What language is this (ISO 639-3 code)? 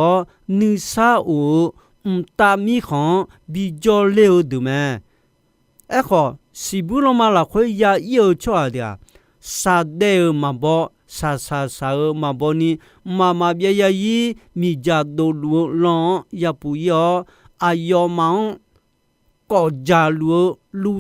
ahk